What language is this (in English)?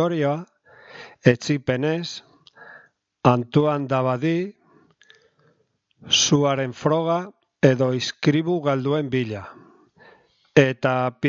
Basque